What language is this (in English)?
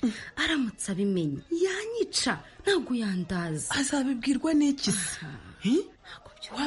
Kinyarwanda